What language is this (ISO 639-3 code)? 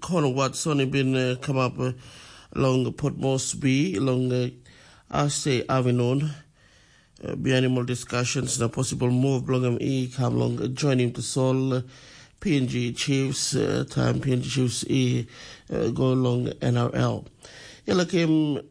tpi